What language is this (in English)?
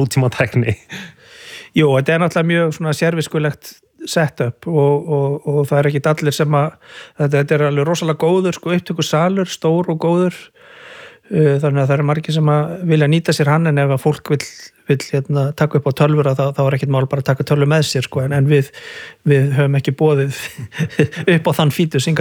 Icelandic